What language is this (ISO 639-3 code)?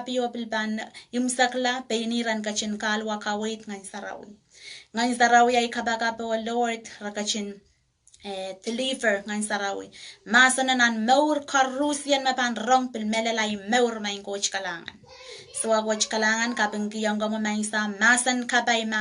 pon